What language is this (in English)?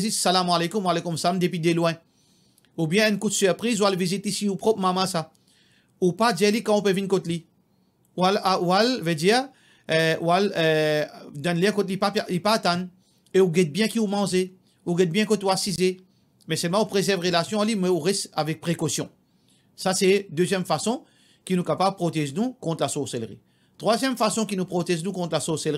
Morisyen